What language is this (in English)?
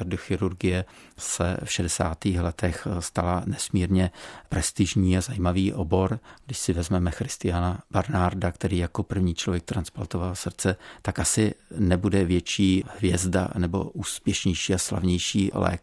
Czech